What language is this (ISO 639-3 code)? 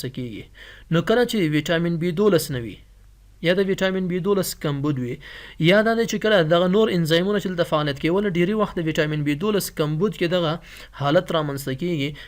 pus